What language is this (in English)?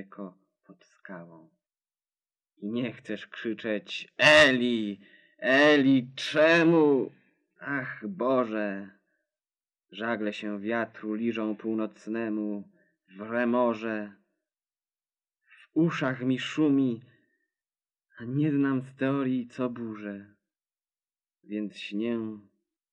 Polish